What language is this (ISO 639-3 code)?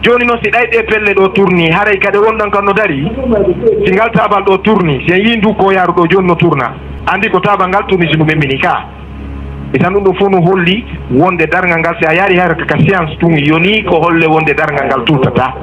ful